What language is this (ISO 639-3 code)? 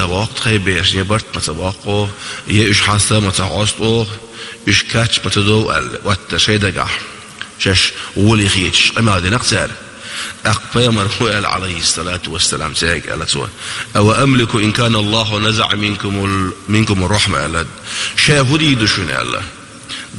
che